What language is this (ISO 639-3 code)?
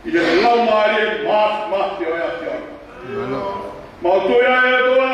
ton